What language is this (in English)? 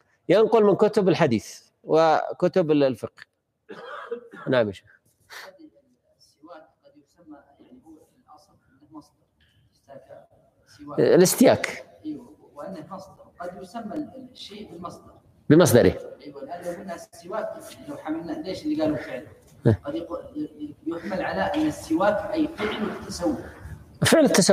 Arabic